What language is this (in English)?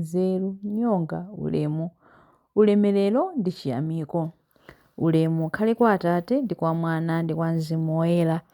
Nyanja